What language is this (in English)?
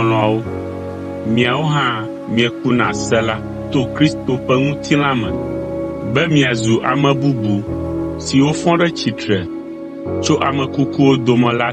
Ewe